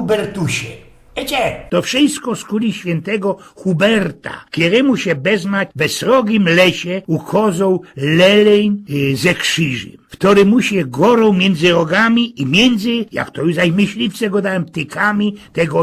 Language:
Silesian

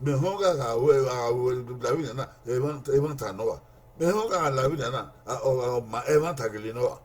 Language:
Bini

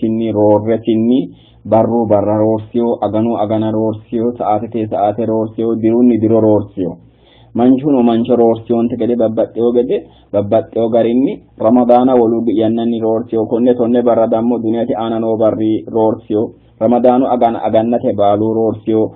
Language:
Sidamo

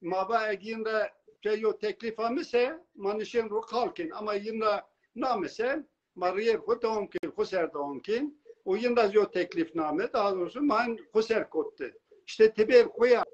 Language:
Zaza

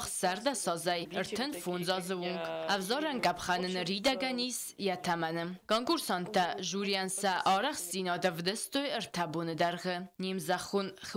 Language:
Ossetic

